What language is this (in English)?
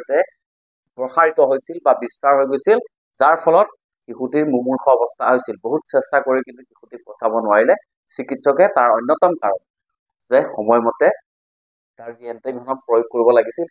Assamese